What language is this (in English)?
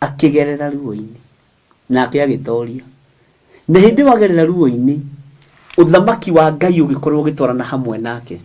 Kikuyu